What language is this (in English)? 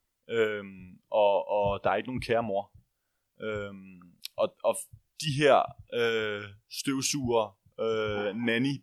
Danish